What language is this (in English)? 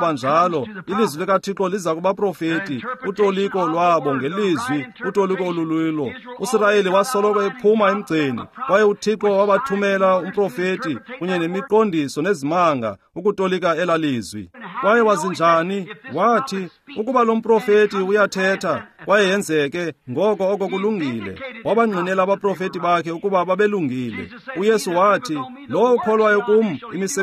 Xhosa